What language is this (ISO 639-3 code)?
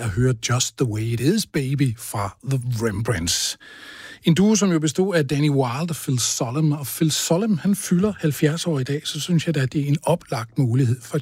dan